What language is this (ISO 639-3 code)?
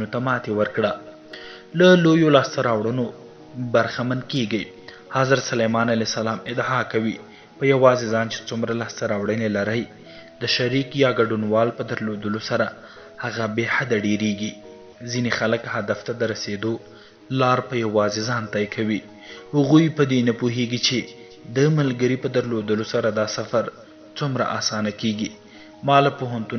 pus